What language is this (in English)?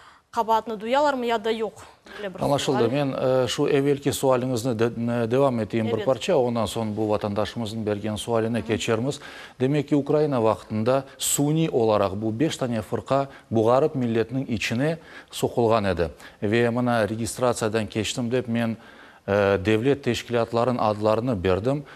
Crimean Tatar